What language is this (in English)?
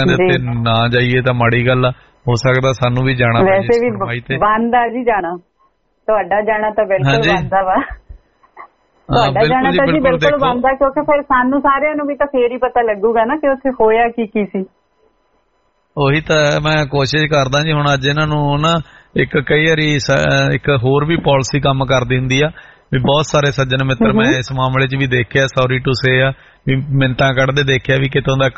Punjabi